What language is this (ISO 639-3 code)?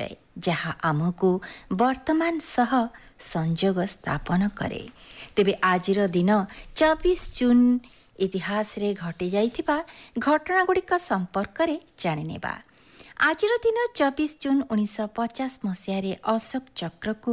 ori